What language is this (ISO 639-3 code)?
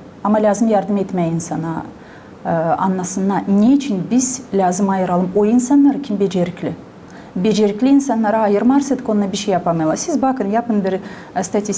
gag